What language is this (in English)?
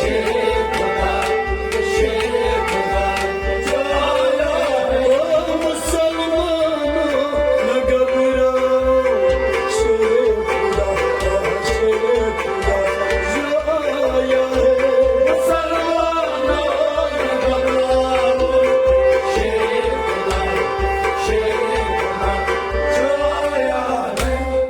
Kashmiri